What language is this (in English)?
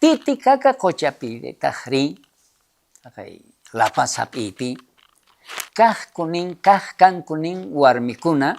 South Bolivian Quechua